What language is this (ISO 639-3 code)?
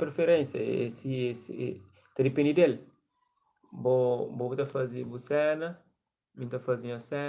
kea